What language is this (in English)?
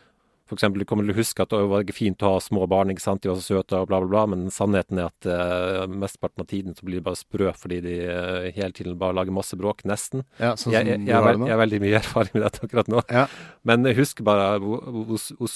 Norwegian